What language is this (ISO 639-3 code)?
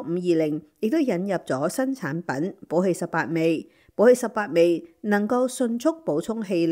yue